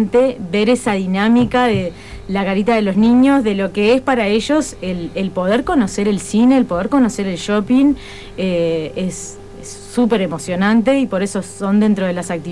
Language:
Spanish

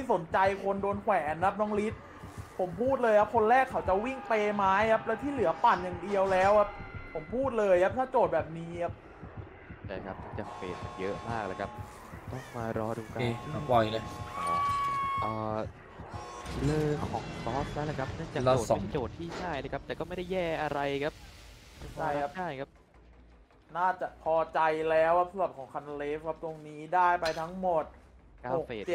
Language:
Thai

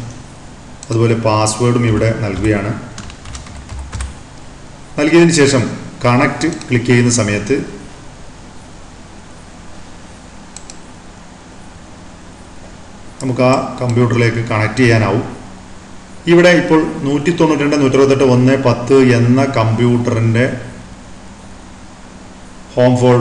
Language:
Malayalam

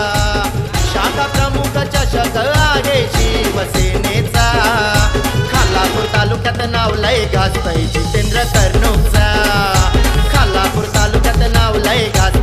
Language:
Marathi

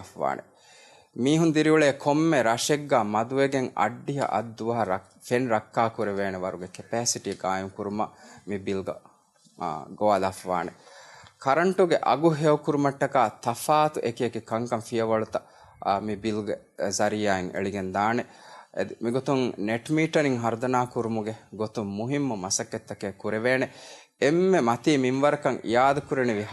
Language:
Divehi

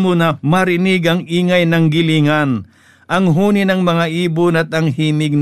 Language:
Filipino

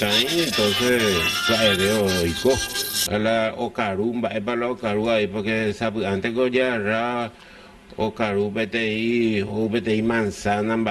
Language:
Guarani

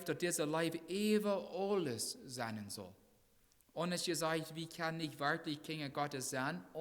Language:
Plautdietsch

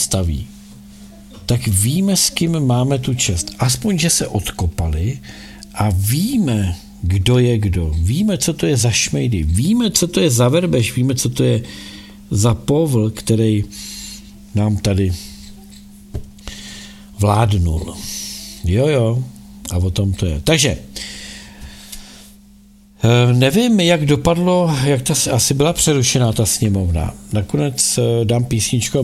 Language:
Czech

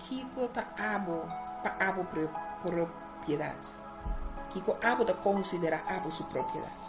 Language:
Papiamento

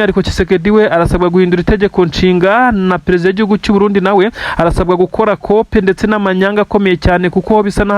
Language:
Kinyarwanda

